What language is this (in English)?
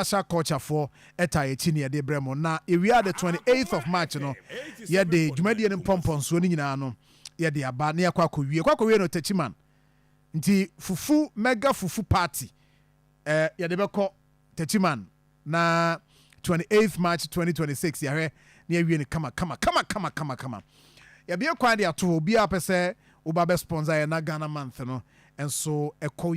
Akan